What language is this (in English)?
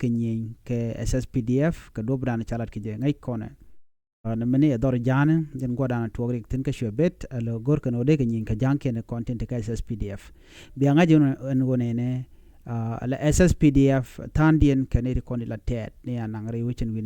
Nuer